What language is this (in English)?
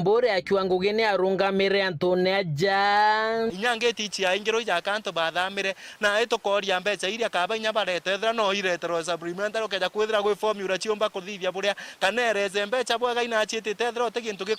Meru